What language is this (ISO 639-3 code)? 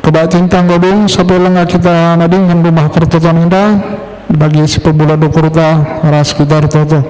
btx